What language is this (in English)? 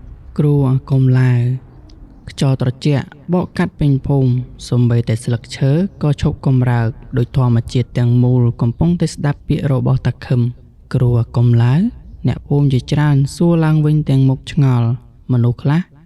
Khmer